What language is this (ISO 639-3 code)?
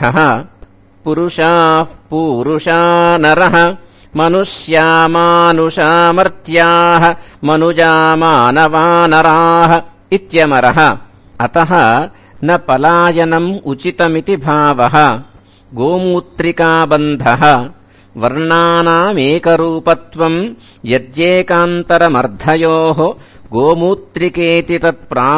san